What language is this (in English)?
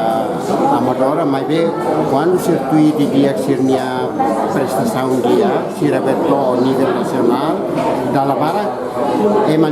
Tetum